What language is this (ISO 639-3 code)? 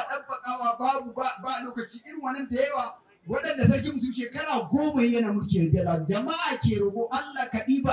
hau